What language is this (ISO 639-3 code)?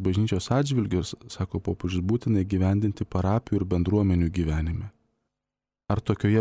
lit